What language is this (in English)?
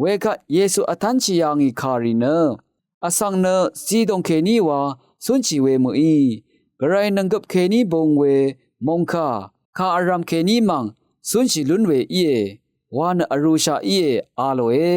Rawang